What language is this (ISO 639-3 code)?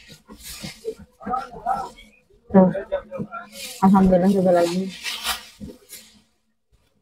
ind